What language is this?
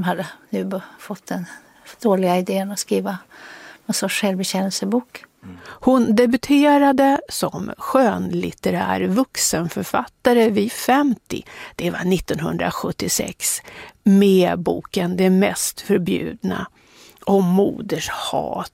Swedish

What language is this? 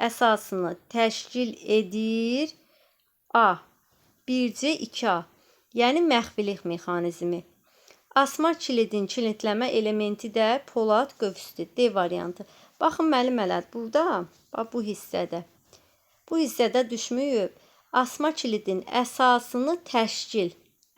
Azerbaijani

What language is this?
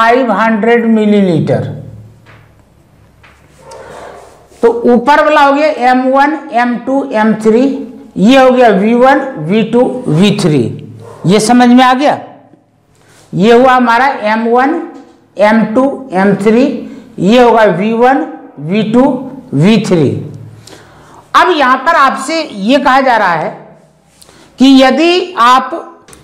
Hindi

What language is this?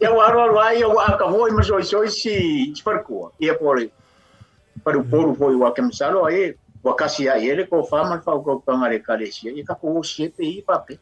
Samoan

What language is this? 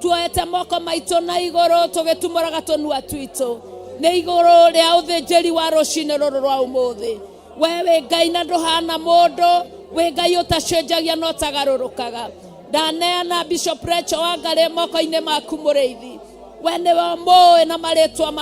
Kikuyu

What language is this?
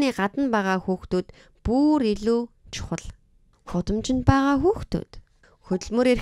Mongolian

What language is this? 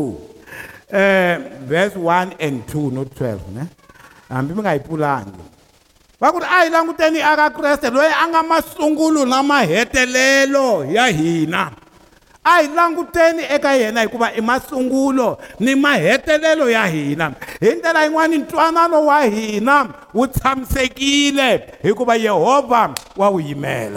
Tsonga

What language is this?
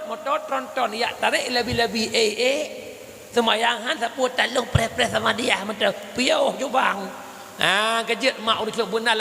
Achinese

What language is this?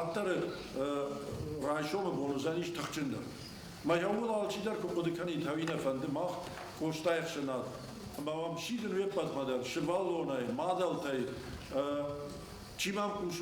Ossetic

